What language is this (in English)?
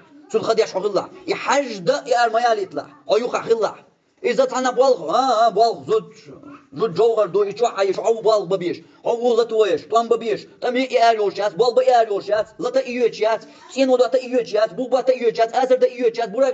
Chechen